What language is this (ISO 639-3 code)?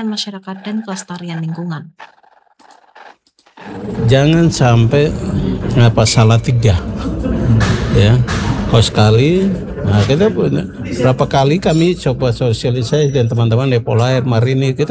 ind